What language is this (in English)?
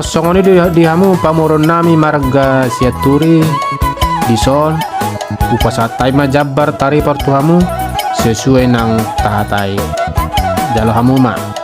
Batak Toba